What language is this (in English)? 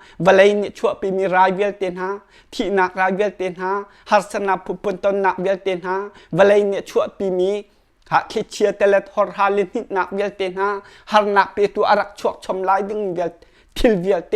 Hakha Chin